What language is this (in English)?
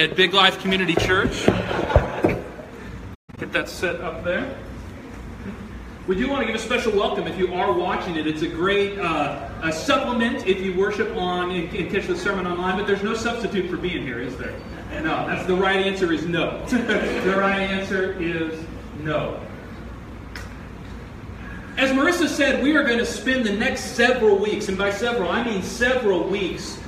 English